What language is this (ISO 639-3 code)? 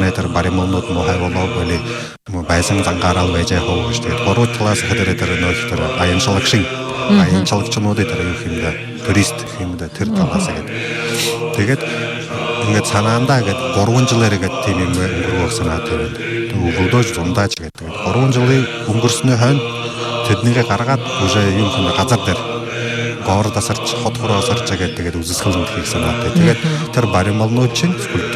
bua